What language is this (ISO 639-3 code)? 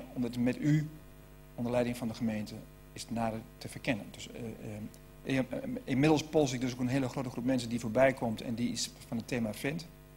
nld